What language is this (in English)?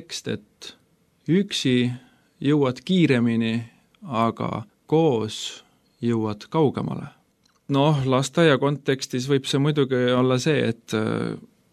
Estonian